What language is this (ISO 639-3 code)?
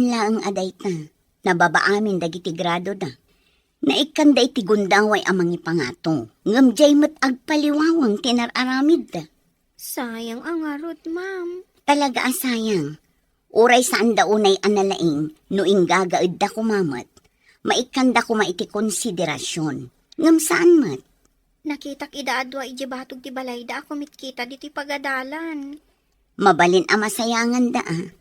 ilo